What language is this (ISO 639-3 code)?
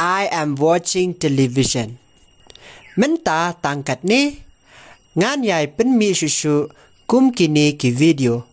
kha